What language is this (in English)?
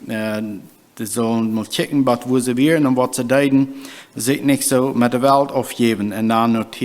Plautdietsch